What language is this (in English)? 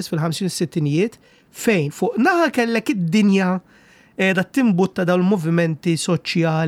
Maltese